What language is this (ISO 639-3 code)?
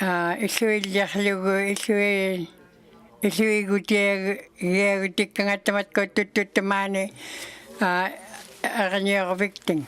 iku